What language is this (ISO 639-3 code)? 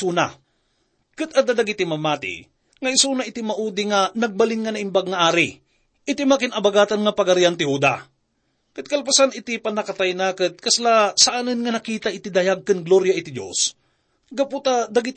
ilo